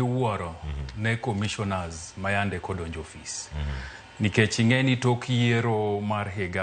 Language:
Luo (Kenya and Tanzania)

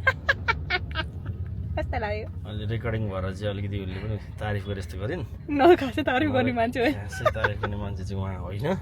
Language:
Nepali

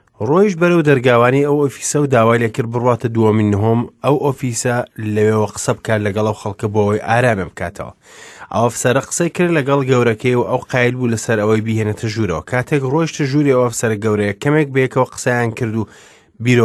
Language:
Central Kurdish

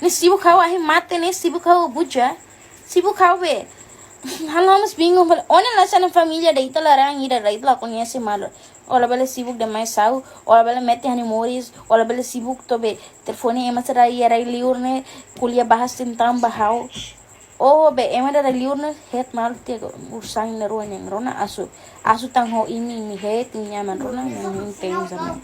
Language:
Tetum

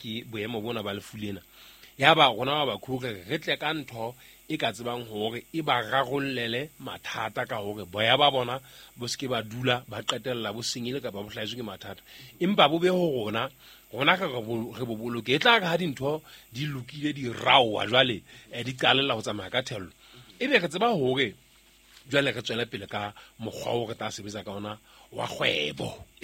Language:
Southern Sotho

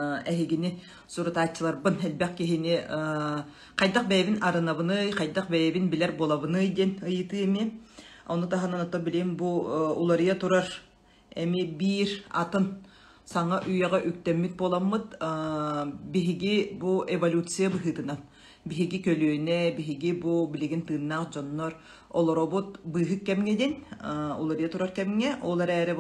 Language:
Yakut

